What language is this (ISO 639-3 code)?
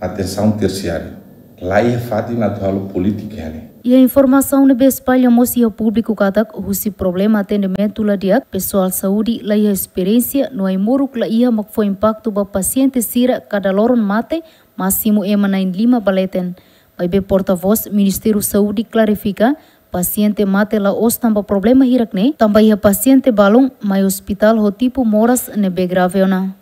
tet